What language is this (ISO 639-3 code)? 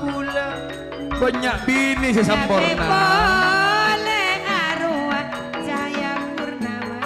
mad